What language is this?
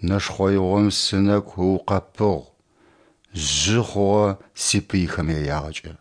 Adyghe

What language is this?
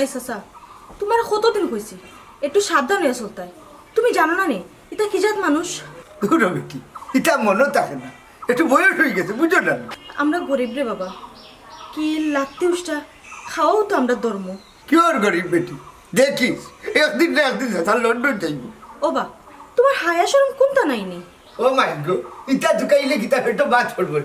Sylheti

